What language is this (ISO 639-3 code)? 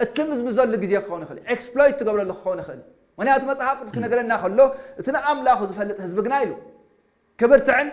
tir